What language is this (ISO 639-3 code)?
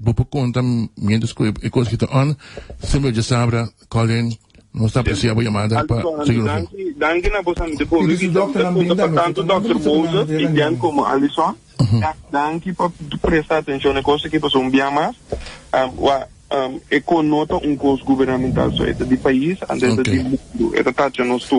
pap